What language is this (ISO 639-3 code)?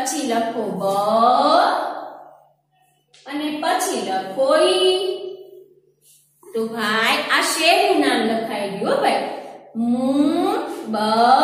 guj